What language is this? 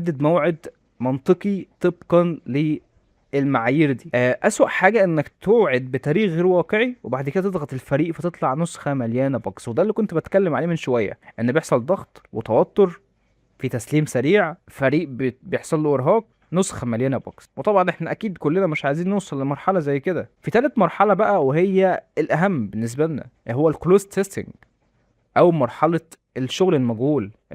Egyptian Arabic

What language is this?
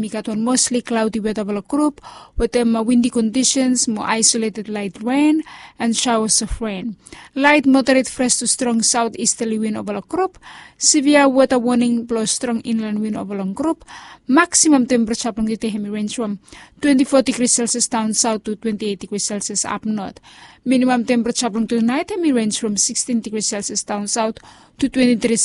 Bislama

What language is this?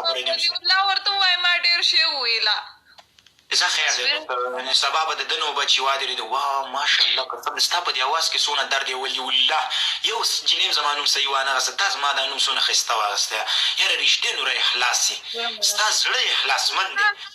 Pashto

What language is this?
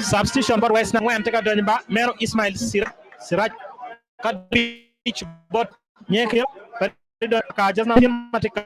Acoli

